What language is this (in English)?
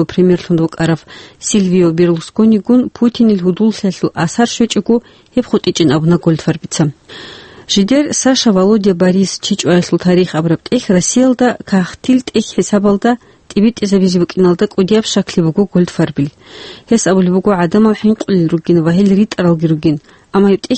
Avaric